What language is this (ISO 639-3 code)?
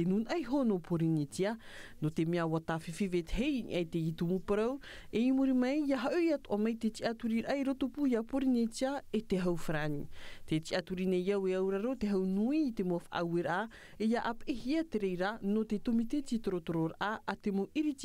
tah